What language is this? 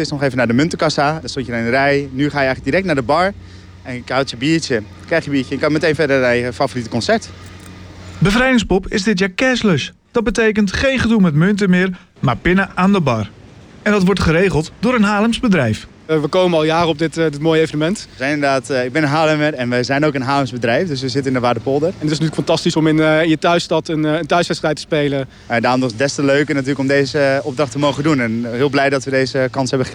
Dutch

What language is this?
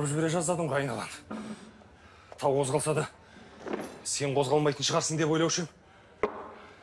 Kazakh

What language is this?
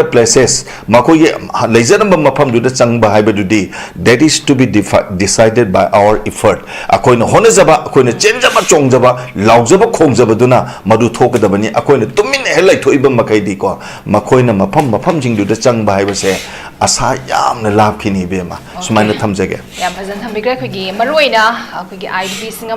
Manipuri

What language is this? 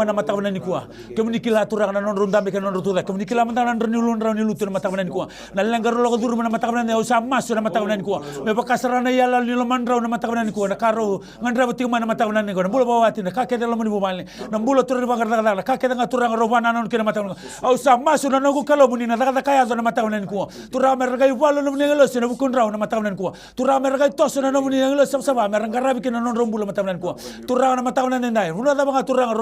Fijian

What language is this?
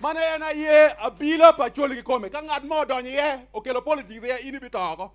Acoli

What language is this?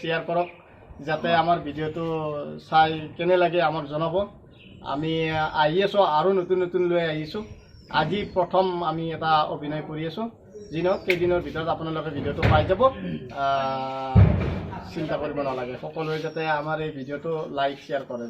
Assamese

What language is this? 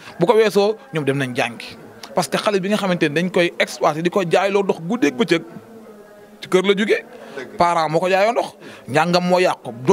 Wolof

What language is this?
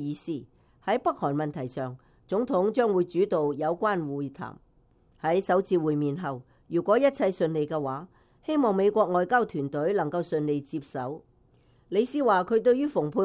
Cantonese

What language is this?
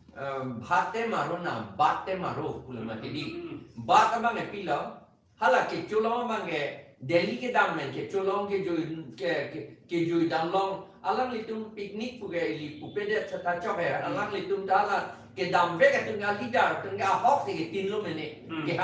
Karbi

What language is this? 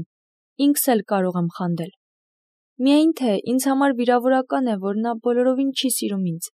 Armenian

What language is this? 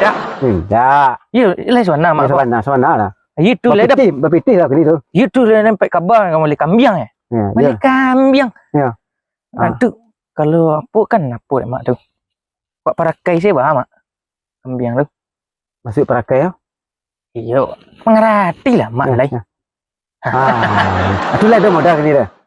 Minangkabau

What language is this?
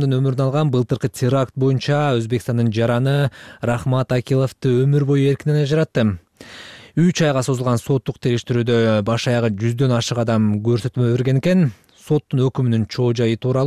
Kyrgyz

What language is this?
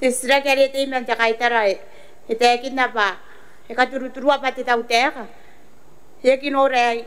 Gilbertese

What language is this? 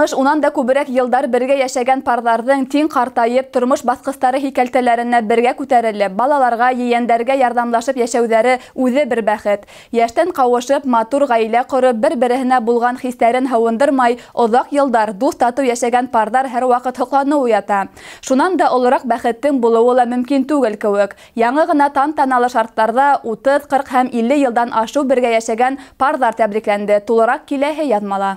Bashkir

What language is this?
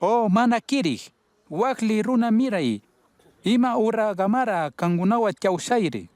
Chimborazo Highland Quichua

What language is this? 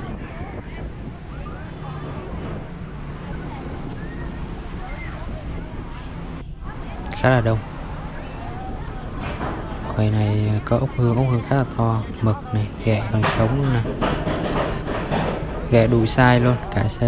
Vietnamese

